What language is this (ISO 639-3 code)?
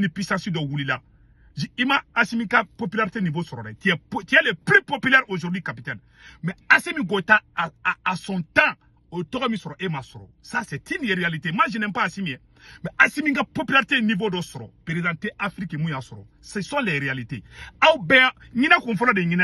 bam